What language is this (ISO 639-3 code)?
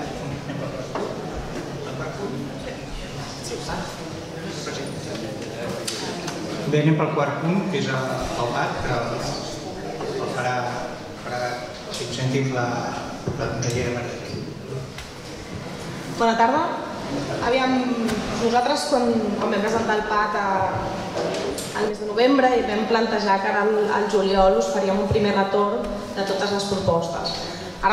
cat